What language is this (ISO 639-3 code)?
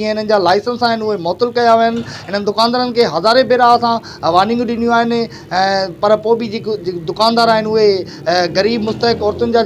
snd